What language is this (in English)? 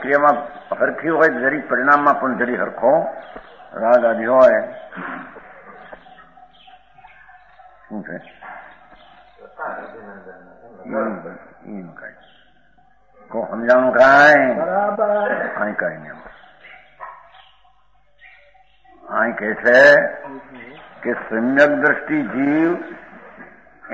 Gujarati